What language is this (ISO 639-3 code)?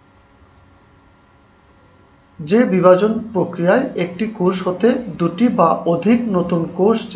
ben